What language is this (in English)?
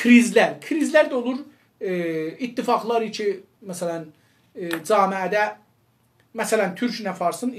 South Azerbaijani